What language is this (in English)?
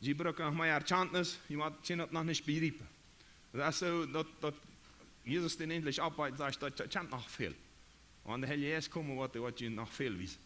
Plautdietsch